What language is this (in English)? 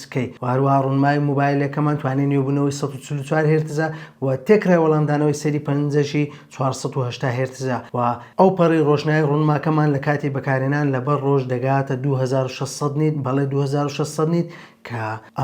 Central Kurdish